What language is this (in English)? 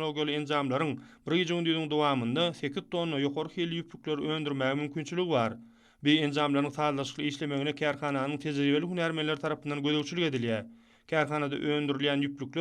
Turkmen